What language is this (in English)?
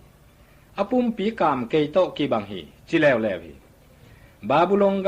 Tedim Chin